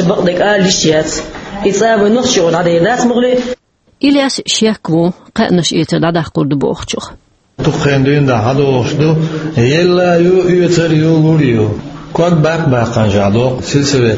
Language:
Chechen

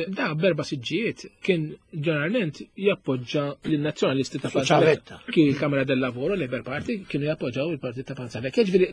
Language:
Maltese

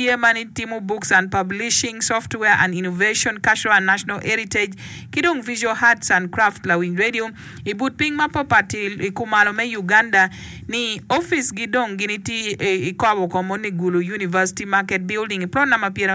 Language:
Acoli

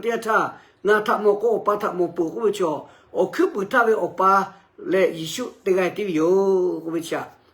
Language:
Lahu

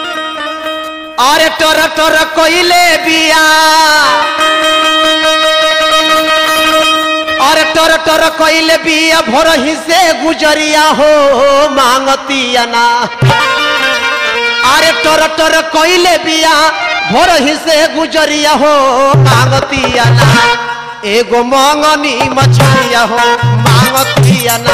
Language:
Bhojpuri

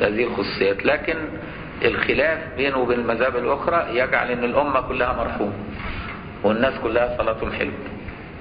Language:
Arabic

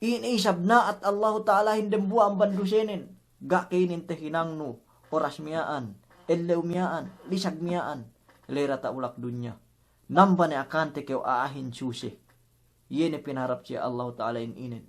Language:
Yakan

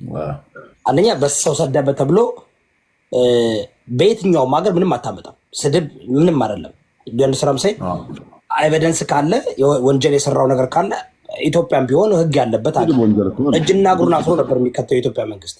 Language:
Amharic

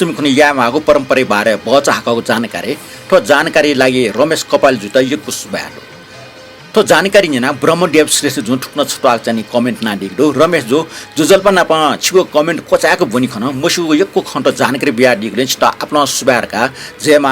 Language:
Newari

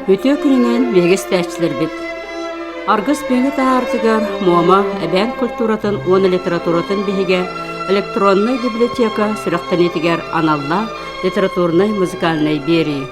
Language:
Yakut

